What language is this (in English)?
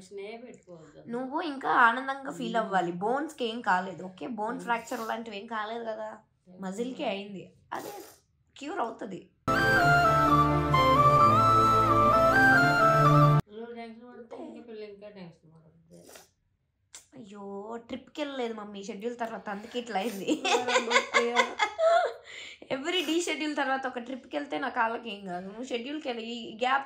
Telugu